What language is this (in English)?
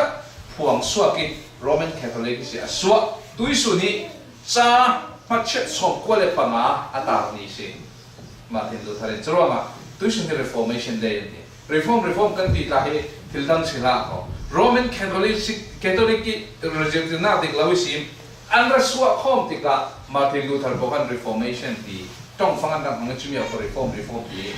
Falam Chin